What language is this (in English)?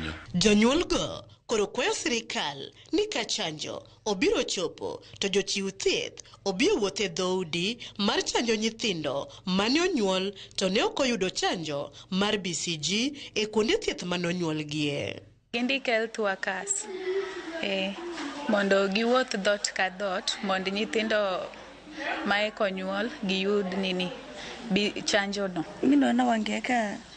Luo (Kenya and Tanzania)